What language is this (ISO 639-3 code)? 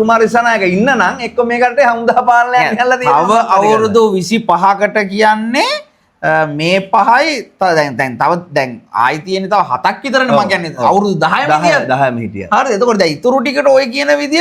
sin